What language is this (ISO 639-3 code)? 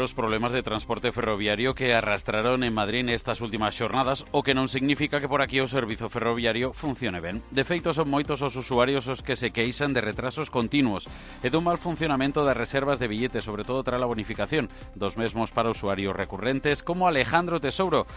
glg